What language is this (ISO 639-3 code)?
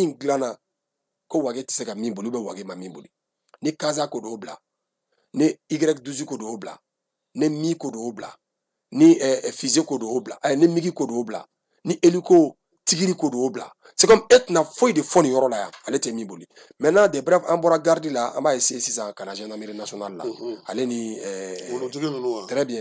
bam